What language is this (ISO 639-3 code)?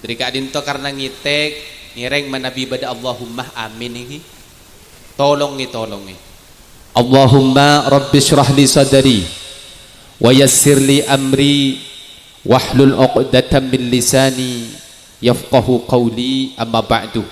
mad